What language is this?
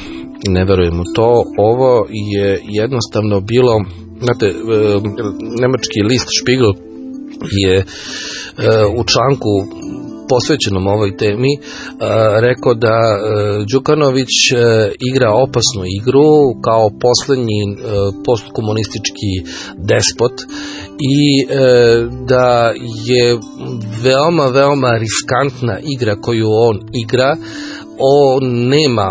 Serbian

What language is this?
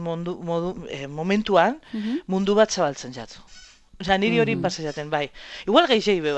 Basque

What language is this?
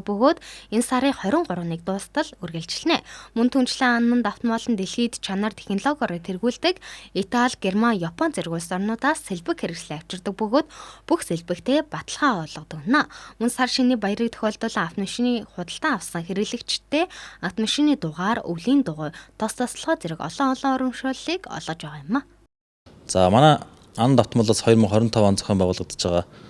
Mongolian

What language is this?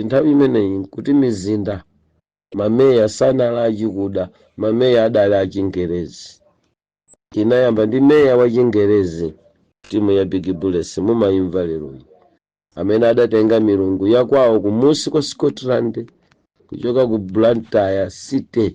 Nyanja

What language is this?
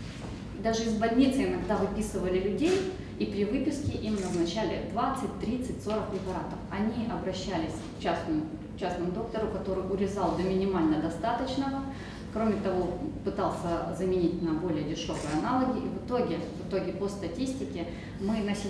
Russian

